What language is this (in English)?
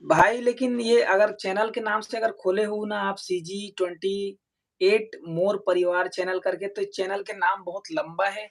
Chhattisgarhi